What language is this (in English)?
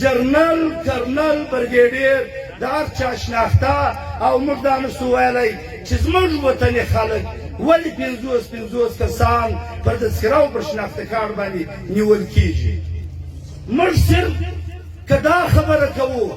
Pashto